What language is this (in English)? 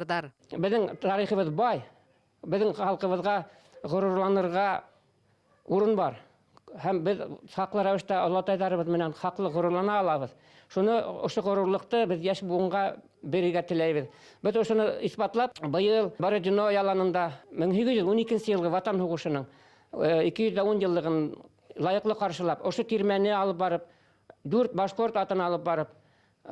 Bashkir